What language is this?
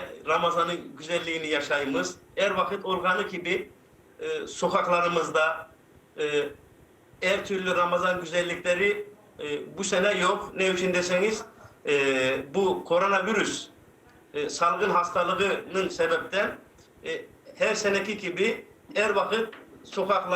Crimean Tatar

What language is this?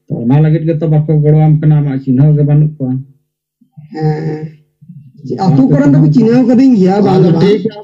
Santali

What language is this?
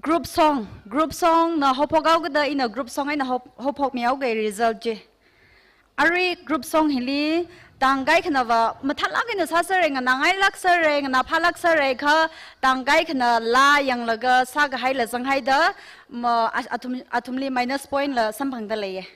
Tangkhul Naga (India)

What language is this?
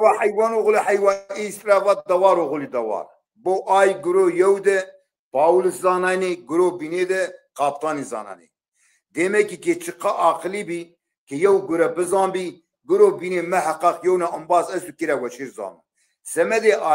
Zaza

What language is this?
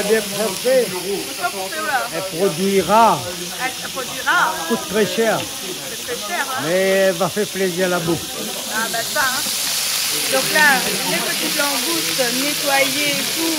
Réunion Creole French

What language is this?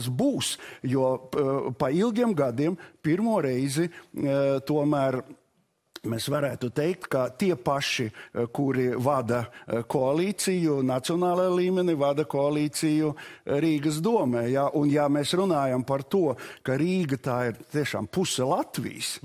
Latvian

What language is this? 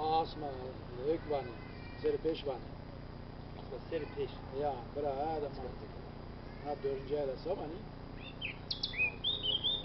Zaza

